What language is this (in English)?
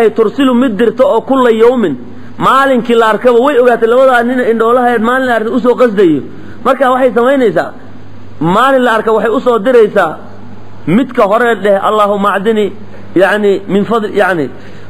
Somali